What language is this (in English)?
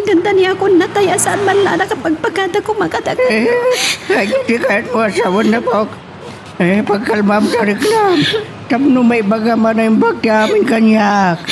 Iloko